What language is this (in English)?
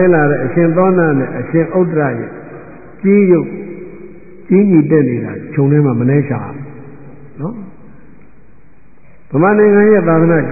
Burmese